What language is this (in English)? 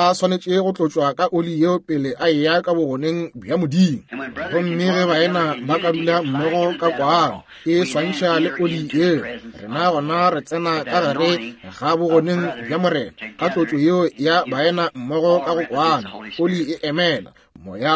Northern Sotho